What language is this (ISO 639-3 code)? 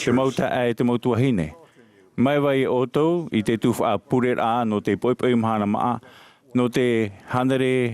tah